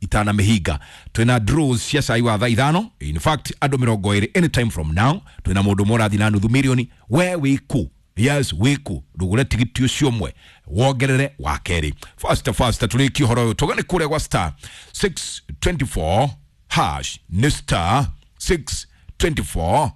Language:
Kikuyu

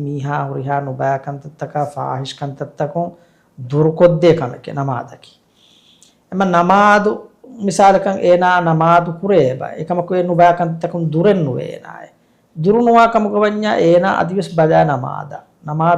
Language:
Divehi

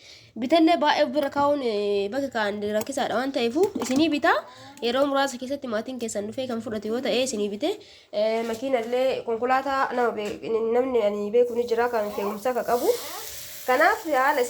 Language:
Oromo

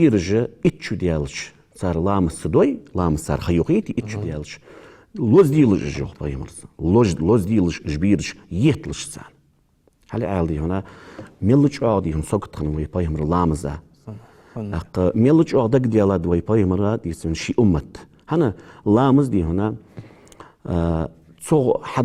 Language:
Ingush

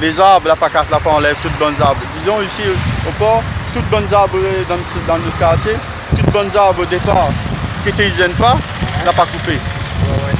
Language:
Réunion Creole French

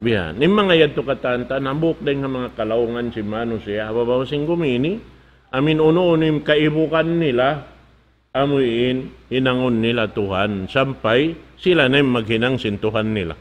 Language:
Tausug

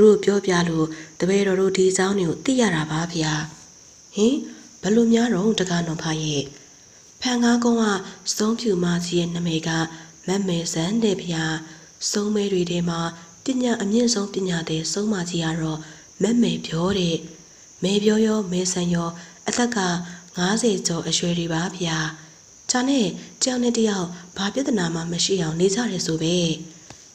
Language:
Burmese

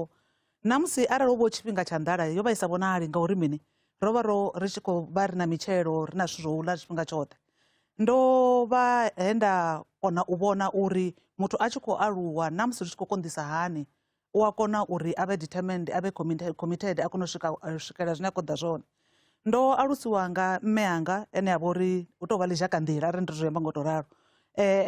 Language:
Venda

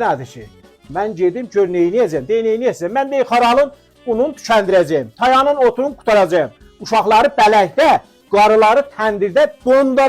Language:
South Azerbaijani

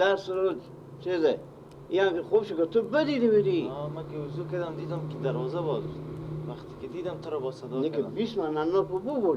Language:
Persian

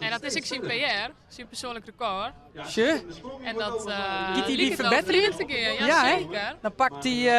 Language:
Western Frisian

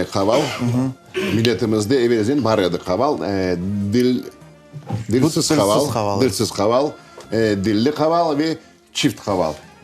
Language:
Crimean Tatar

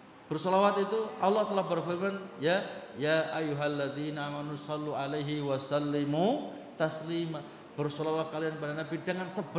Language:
Indonesian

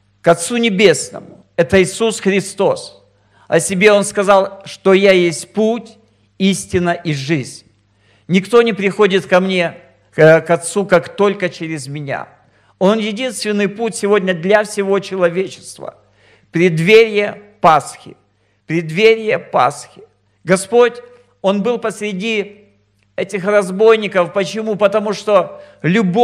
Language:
Russian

